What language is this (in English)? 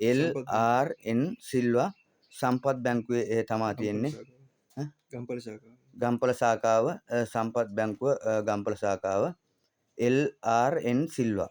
Sinhala